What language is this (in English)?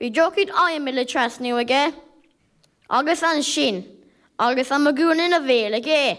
Irish